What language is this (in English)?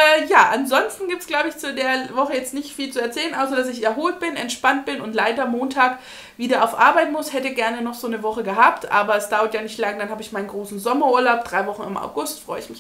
German